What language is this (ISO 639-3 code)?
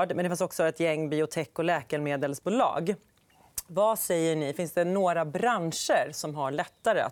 swe